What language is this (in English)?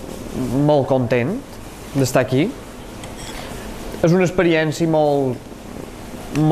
Catalan